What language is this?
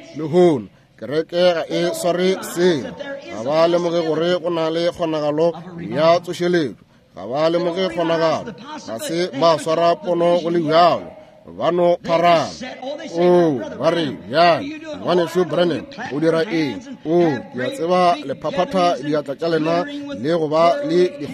Northern Sotho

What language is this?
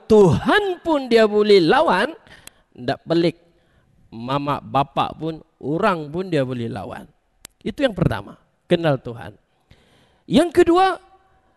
Malay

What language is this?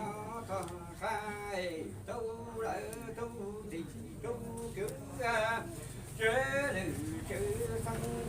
Hmong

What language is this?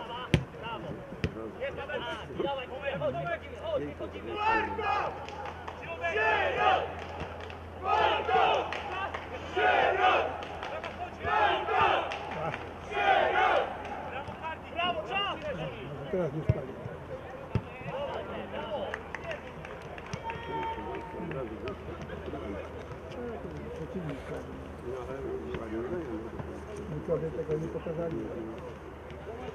Polish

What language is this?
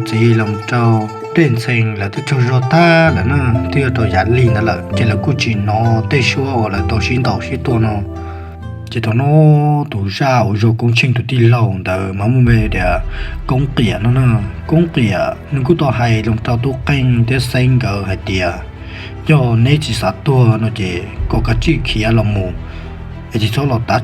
Hmong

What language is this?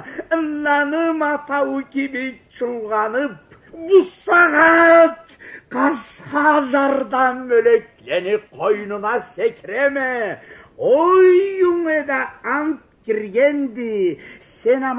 Karachay-Balkar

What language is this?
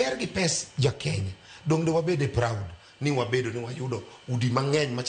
Luo (Kenya and Tanzania)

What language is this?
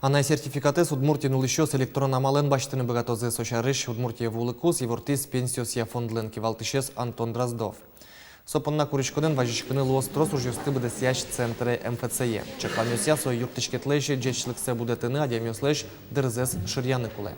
Udmurt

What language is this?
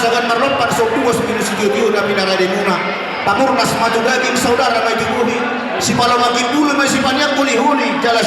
Batak Toba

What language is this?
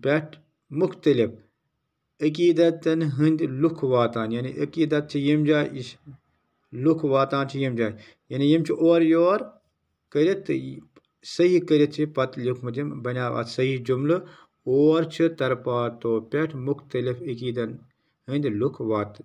Kashmiri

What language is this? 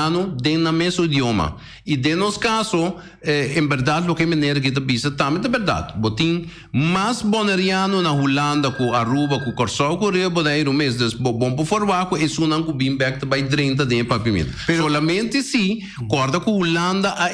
Papiamento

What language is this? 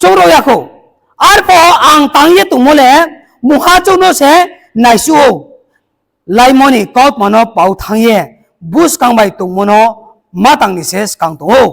Riang (India)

